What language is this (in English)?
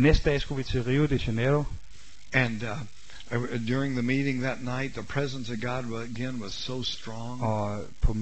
Danish